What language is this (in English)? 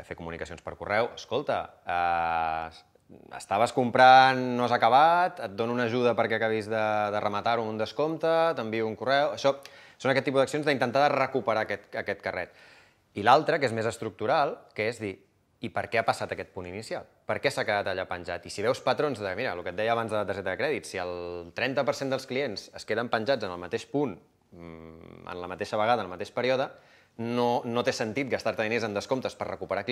Catalan